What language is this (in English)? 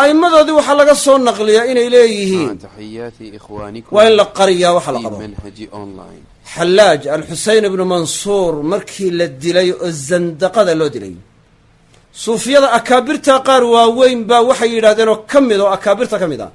Somali